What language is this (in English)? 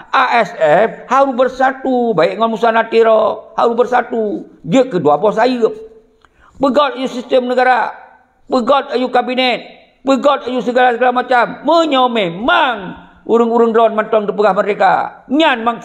Achinese